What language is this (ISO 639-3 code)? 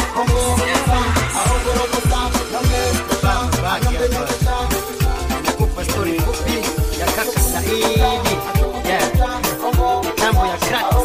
swa